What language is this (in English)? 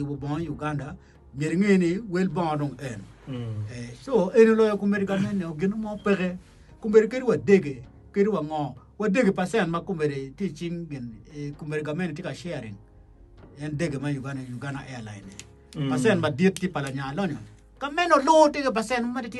Acoli